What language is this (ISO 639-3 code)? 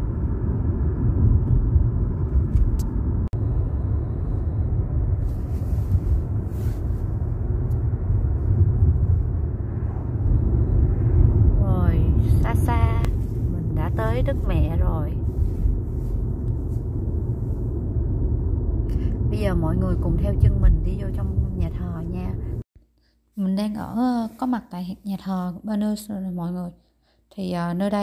vie